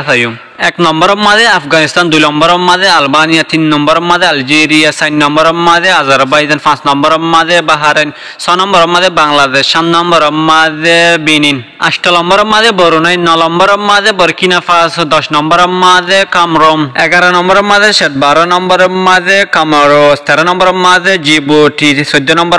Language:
Rohingya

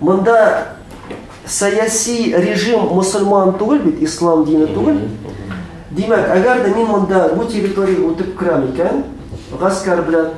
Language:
Tatar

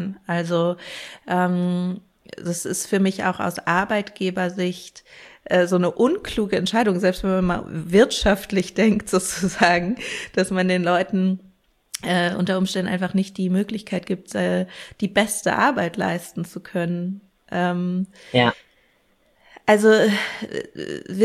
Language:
German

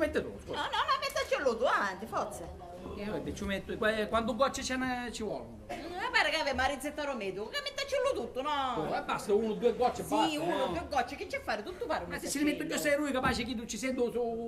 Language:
Sicilian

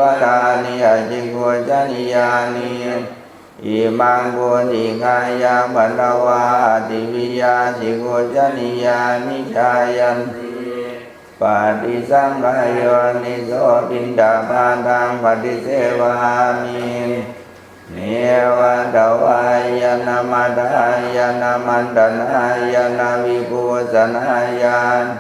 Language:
Pali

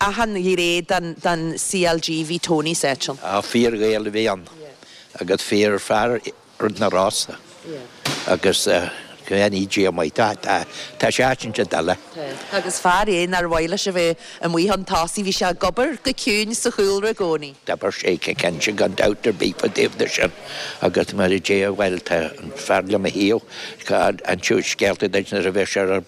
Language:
Irish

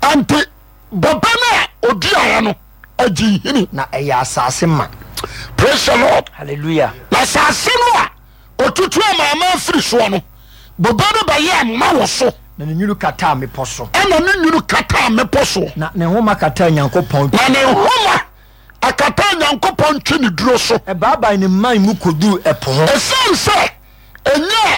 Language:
Akan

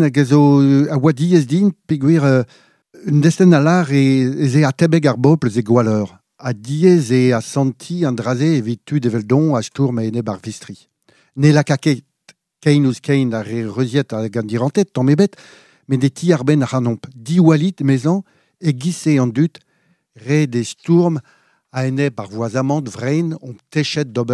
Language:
Breton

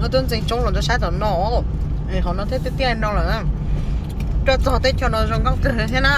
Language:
Hmong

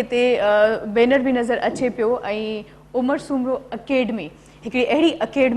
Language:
Sindhi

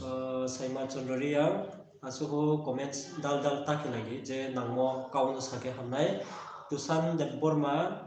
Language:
Riang (India)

